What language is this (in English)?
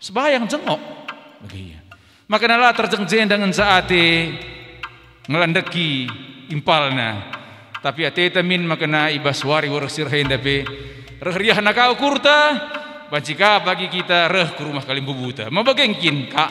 Batak Karo